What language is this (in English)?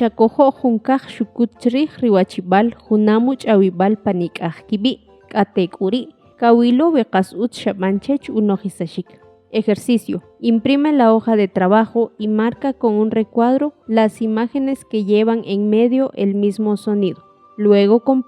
Kʼicheʼ